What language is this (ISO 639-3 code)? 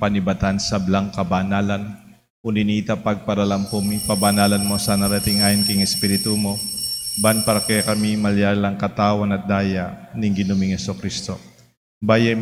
pam